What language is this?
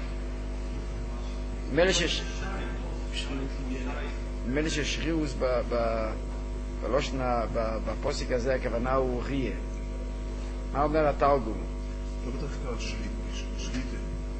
Hebrew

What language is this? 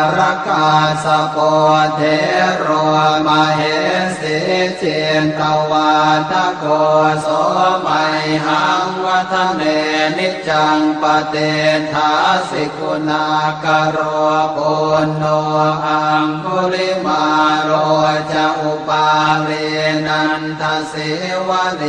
Pali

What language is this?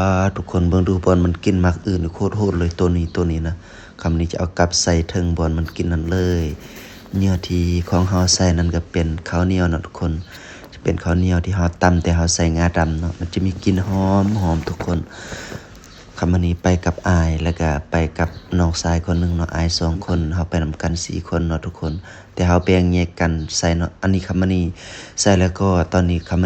Lao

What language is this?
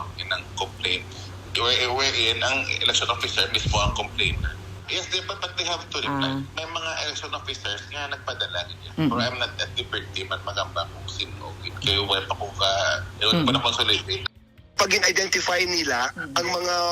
Hiligaynon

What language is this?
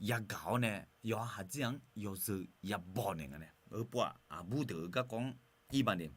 Akha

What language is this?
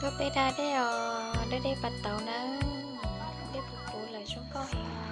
Hmong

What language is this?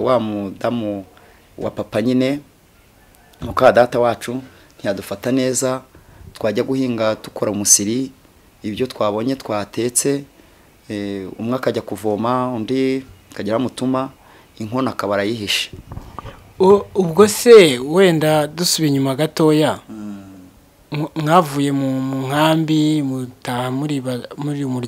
Kinyarwanda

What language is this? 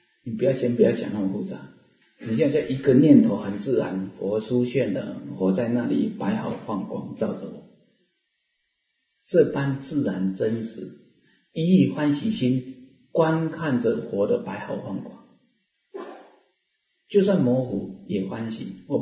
Chinese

